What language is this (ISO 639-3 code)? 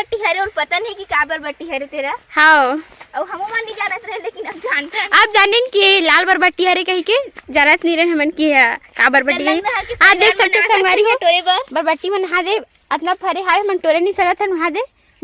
hne